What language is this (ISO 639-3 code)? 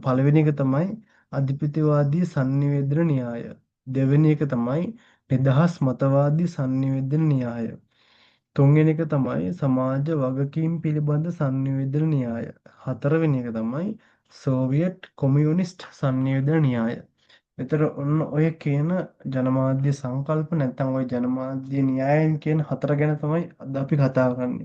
sin